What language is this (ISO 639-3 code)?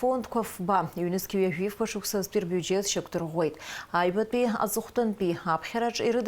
abk